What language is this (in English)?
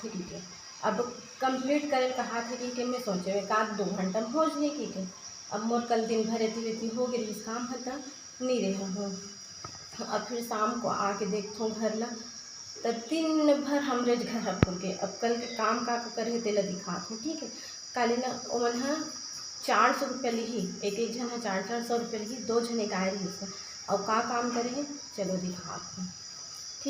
Chhattisgarhi